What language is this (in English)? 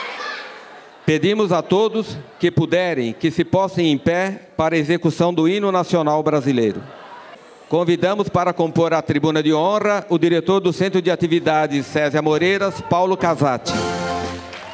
Portuguese